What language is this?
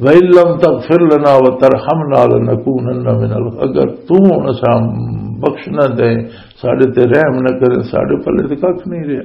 Western Panjabi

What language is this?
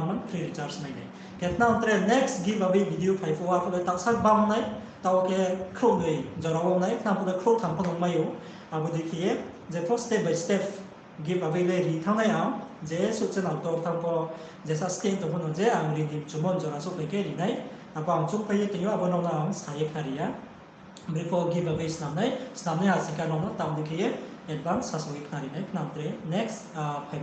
Riang (India)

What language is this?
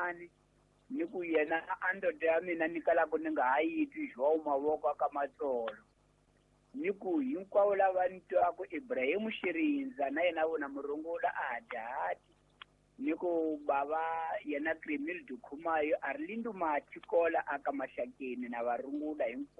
Tsonga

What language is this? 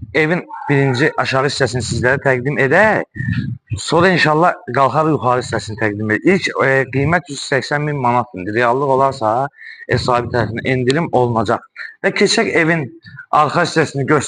Azerbaijani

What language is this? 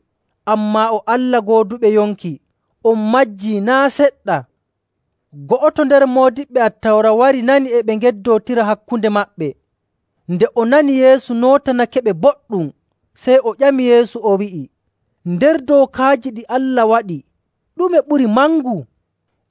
Nigerian Fulfulde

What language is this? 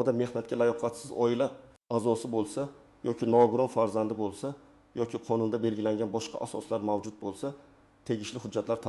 Uzbek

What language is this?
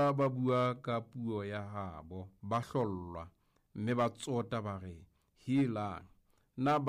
Southern Sotho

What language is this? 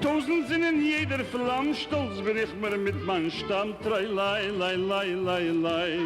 Yiddish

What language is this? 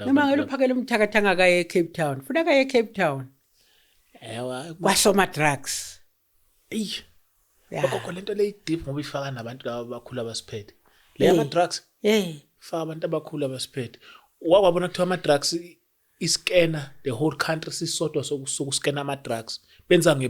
Zulu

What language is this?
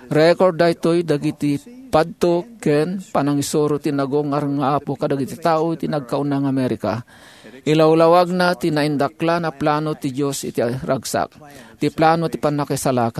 Iloko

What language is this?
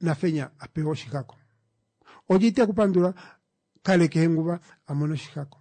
Kuanyama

